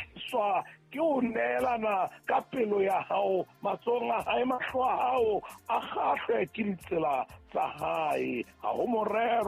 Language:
Southern Sotho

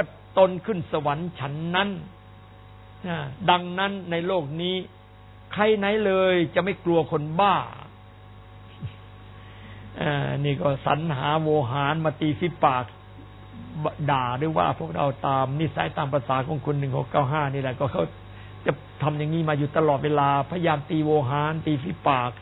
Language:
Thai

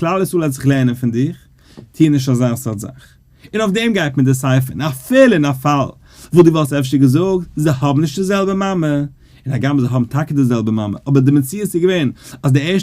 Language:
Yiddish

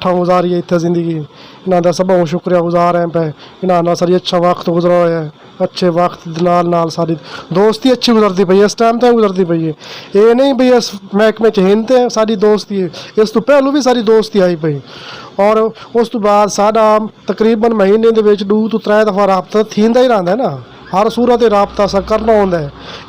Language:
Saraiki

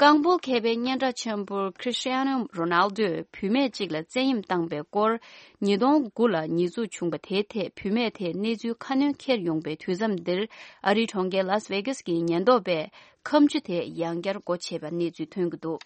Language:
Tibetan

